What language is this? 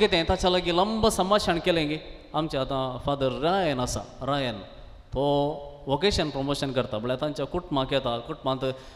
Konkani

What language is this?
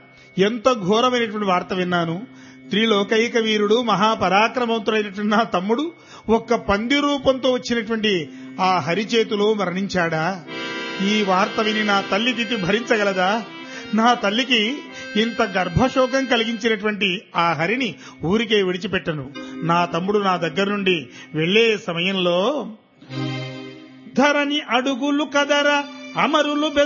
Telugu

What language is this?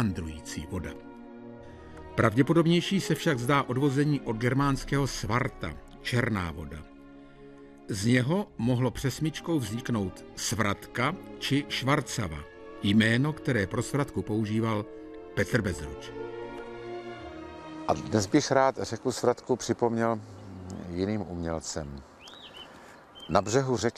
Czech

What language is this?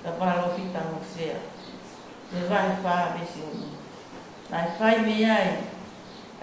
Tongan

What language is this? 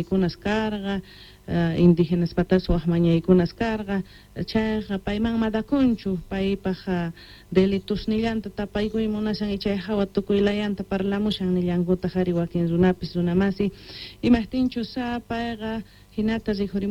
South Bolivian Quechua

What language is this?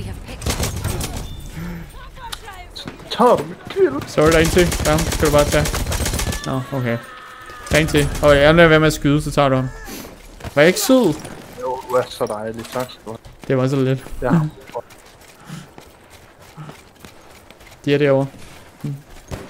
Danish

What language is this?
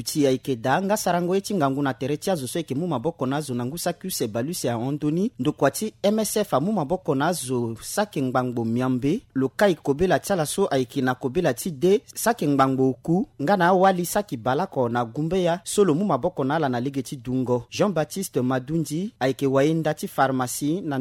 Sango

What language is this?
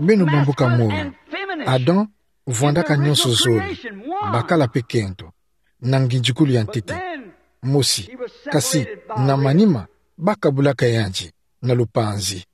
Kituba (Democratic Republic of Congo)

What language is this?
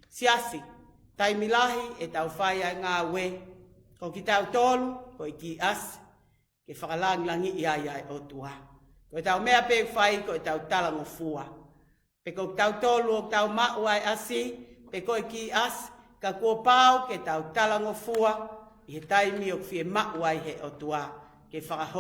Tongan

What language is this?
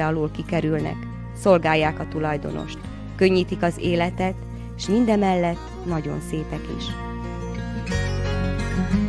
Hungarian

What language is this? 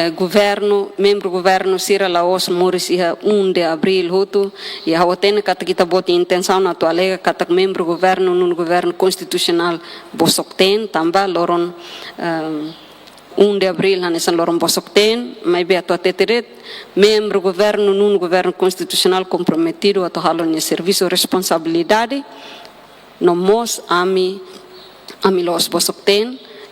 Tetum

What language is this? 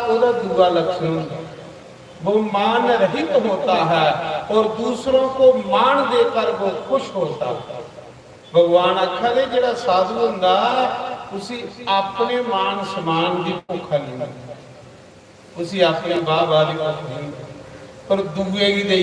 Dogri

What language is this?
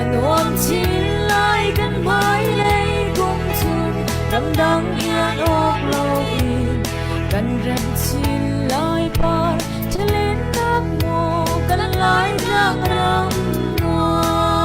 Hakha Chin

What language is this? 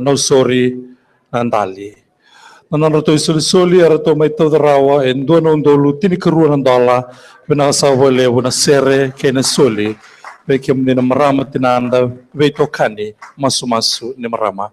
Fijian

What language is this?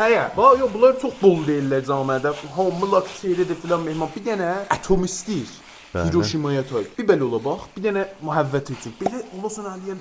South Azerbaijani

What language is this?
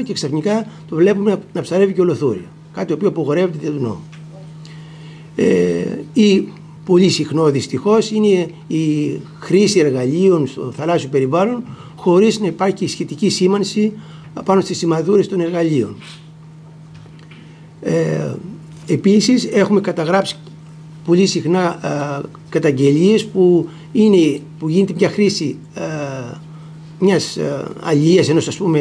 Greek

